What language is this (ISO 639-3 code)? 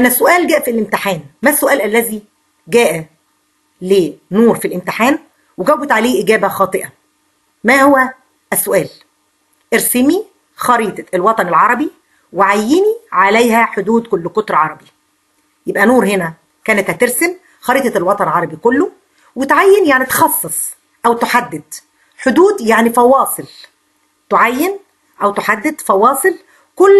arz